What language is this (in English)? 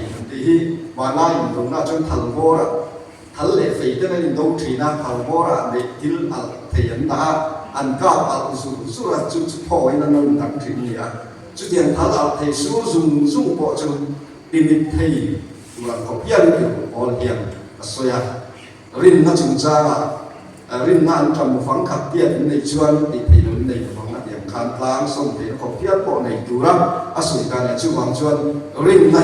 Mizo